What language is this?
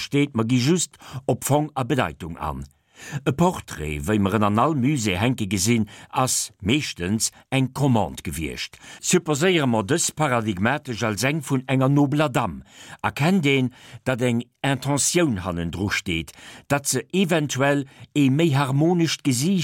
Luxembourgish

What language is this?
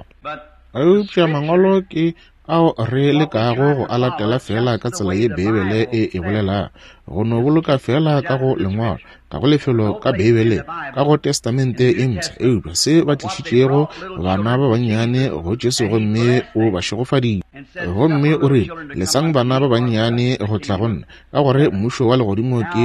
Northern Sotho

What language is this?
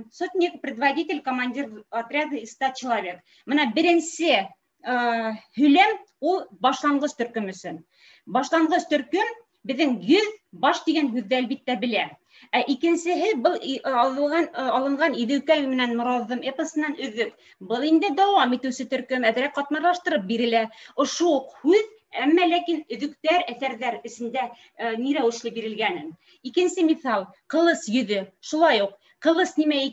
Bashkir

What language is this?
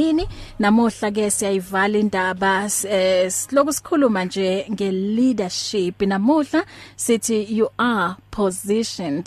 English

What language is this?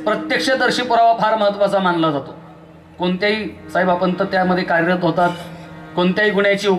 Marathi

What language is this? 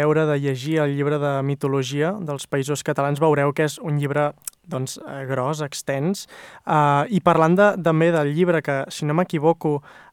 Catalan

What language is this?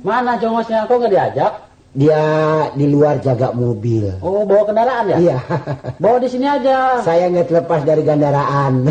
Betawi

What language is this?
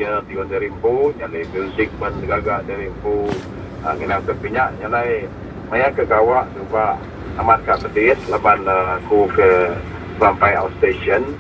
Iban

